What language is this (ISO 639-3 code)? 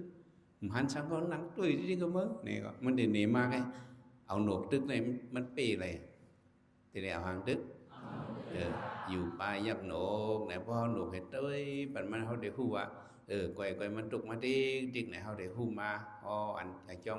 shn